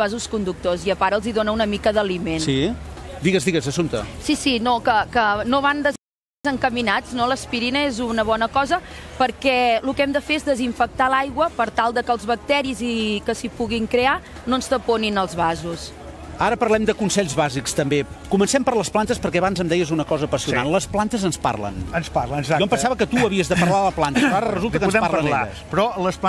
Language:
Catalan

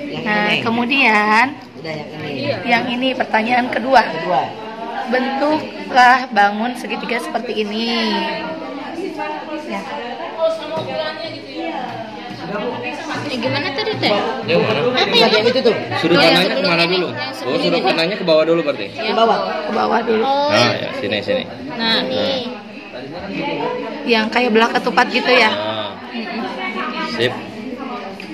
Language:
Indonesian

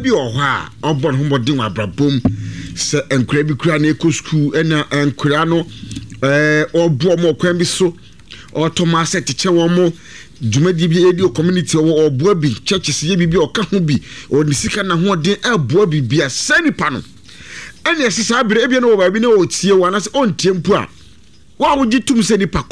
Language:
Akan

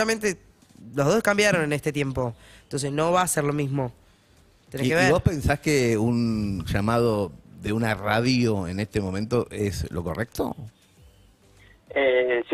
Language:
Spanish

